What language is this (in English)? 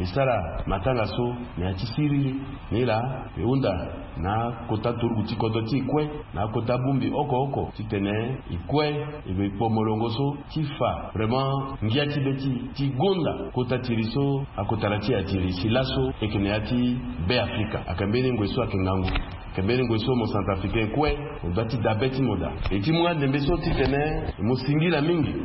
Sango